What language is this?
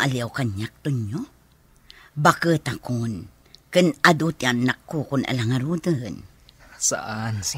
Iloko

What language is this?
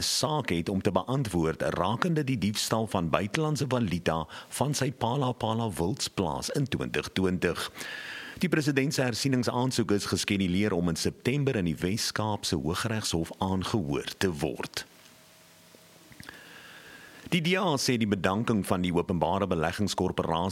Afrikaans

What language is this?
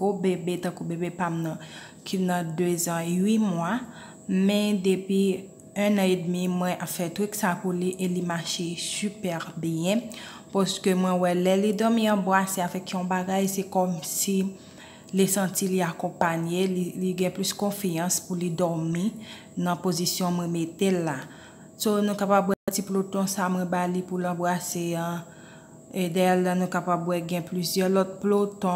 Haitian Creole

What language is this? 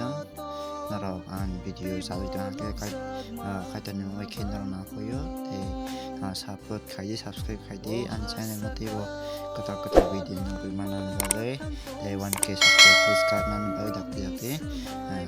Kok Borok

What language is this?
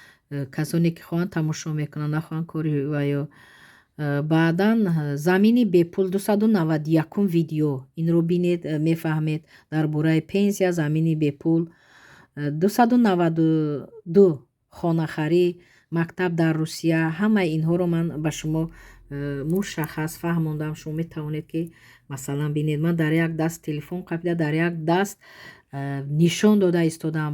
Tajik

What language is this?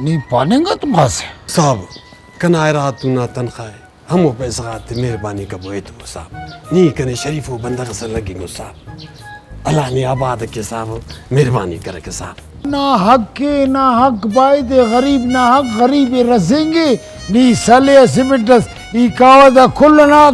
Brahui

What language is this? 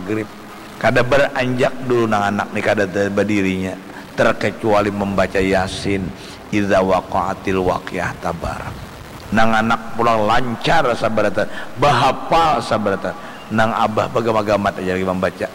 Banjar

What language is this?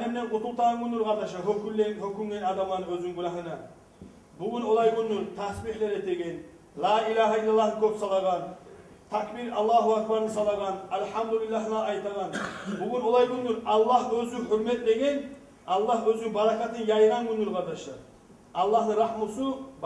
Kumyk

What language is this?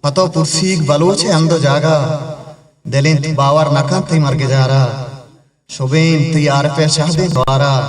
Eastern Balochi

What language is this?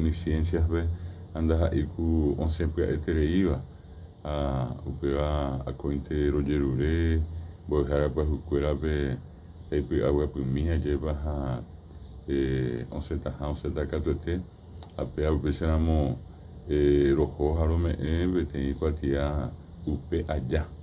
Guarani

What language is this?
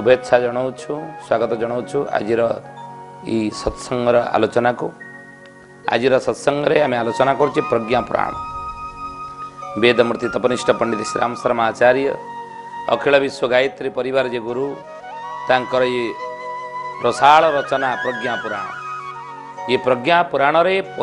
Odia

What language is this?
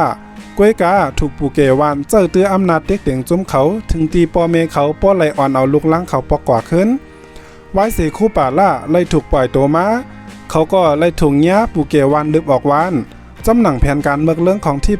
Shan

